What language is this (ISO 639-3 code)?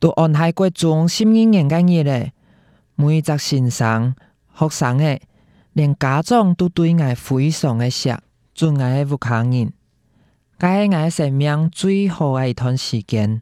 hak